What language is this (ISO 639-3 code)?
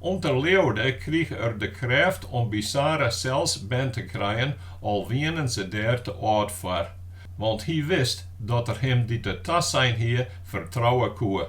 fry